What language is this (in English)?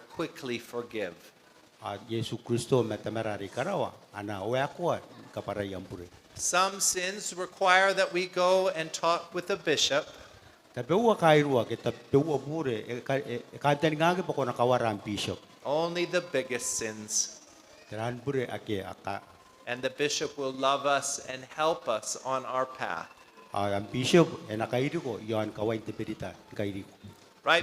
Gilbertese